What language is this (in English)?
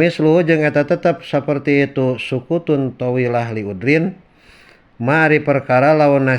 Sundanese